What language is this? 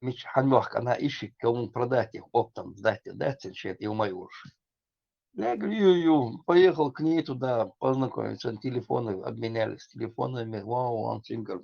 Chechen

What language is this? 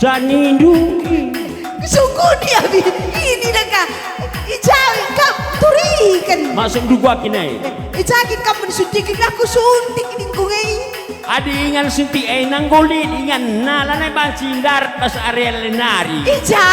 Batak Karo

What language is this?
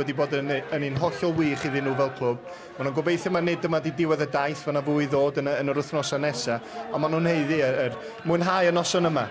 Welsh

